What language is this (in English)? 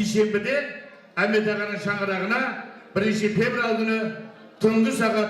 Kara-Kalpak